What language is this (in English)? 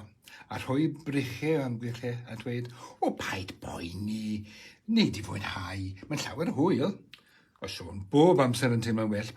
Welsh